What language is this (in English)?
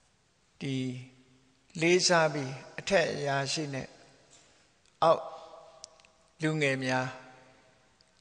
Burmese